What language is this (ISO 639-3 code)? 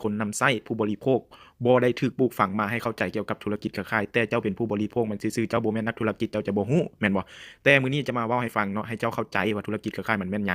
lao